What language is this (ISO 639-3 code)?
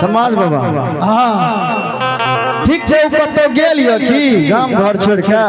anp